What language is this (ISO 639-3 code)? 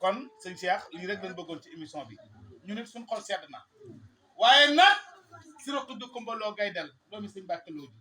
wol